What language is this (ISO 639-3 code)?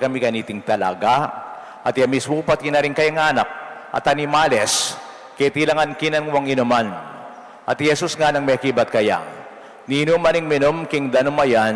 pam